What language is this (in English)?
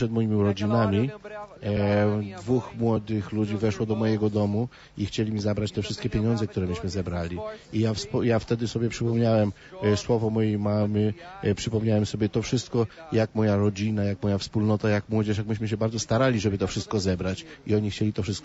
Polish